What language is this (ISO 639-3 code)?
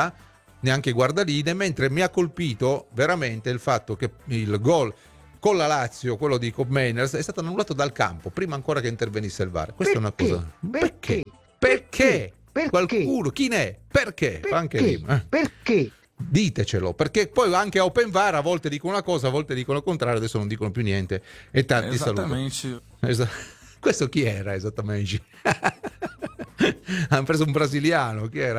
ita